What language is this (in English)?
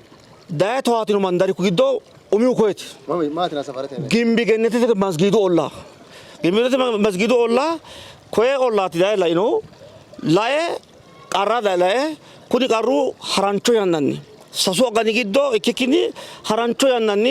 Sidamo